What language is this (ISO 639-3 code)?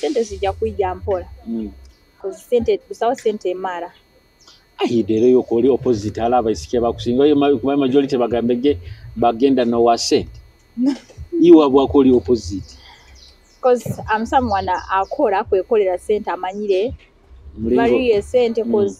nyo